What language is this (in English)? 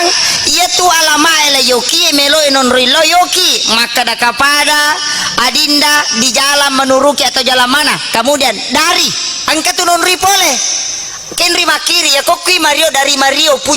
Buginese